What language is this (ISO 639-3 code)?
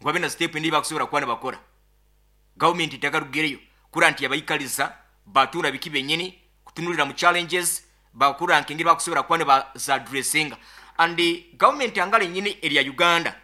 nyo